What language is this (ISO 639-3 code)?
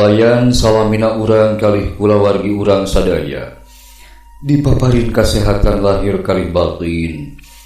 sun